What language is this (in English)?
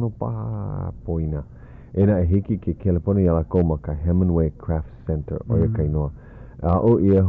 Hawaiian